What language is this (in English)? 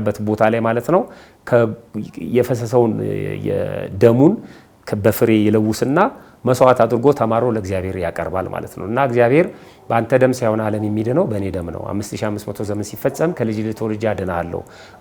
Amharic